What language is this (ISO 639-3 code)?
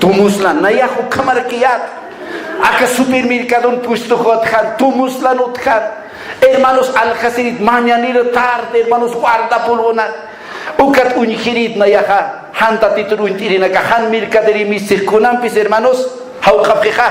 aym